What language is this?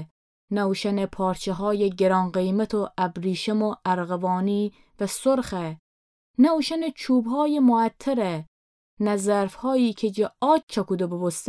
Gilaki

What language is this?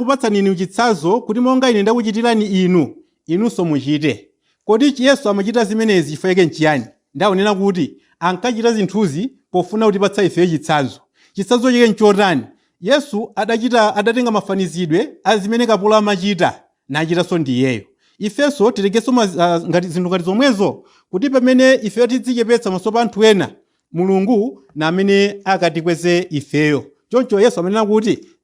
Nyanja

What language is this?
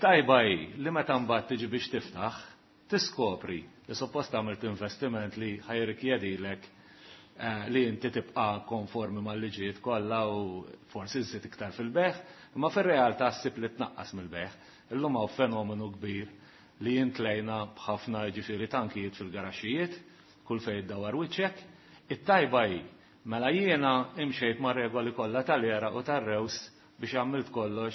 Maltese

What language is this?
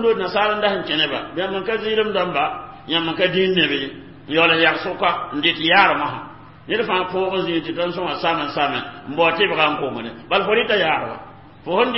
Mossi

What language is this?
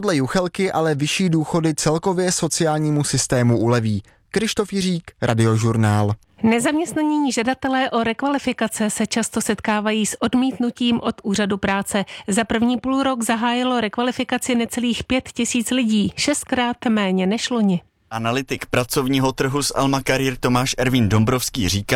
Czech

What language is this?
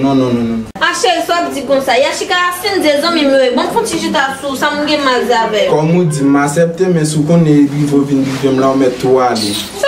Haitian Creole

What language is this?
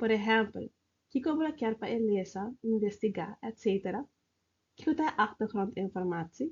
Papiamento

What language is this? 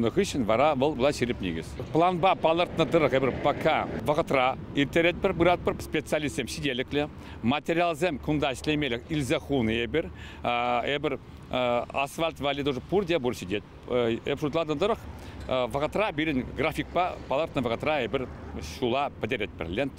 Chuvash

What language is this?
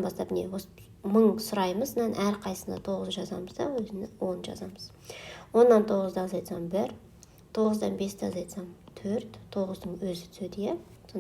Kazakh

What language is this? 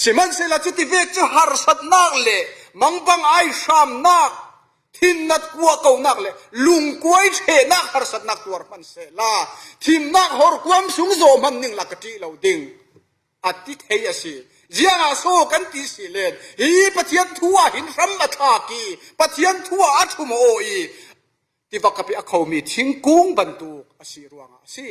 Falam Chin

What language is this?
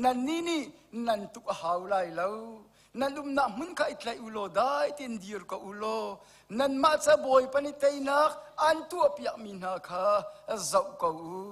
Hakha Chin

